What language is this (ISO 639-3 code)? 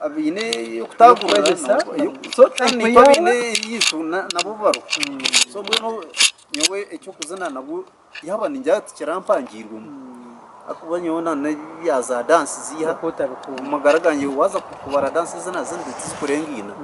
nyn